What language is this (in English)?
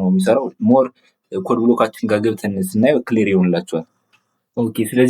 Amharic